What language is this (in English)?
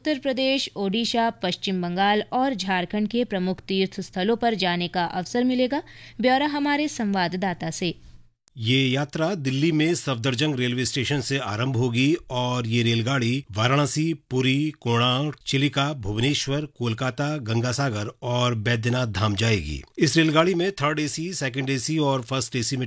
Hindi